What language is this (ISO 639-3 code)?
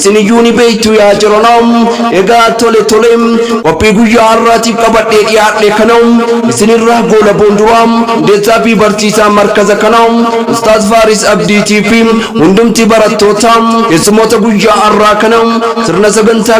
orm